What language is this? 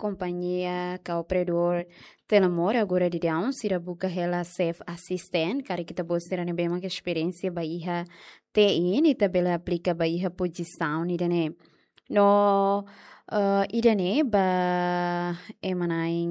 Tetum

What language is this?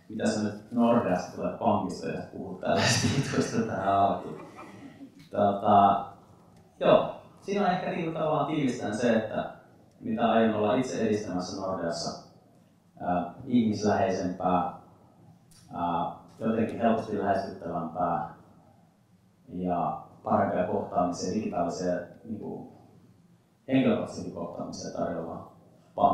Finnish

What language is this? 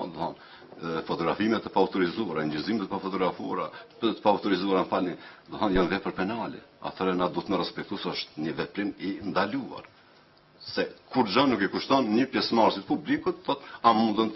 Albanian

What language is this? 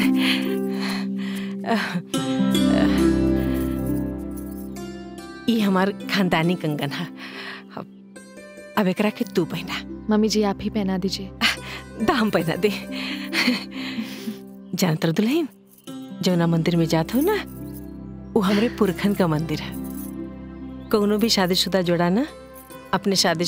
Bhojpuri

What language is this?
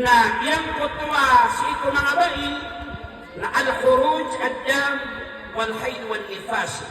Maranao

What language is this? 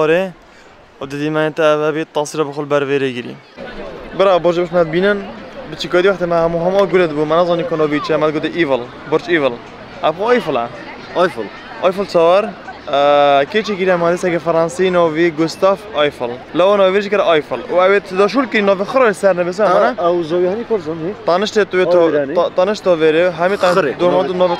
Kurdish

